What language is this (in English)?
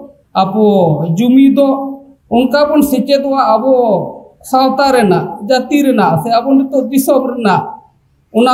Santali